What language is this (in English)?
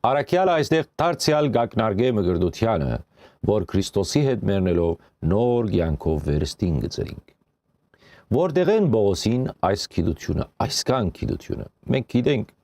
Western Armenian